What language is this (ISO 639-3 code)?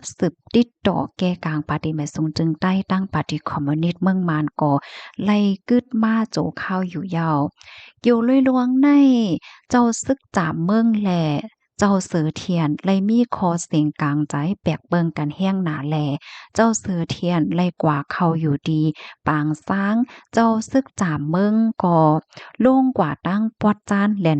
shn